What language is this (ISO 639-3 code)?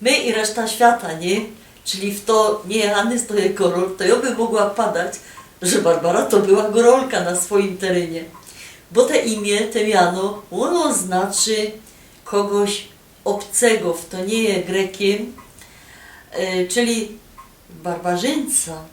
szl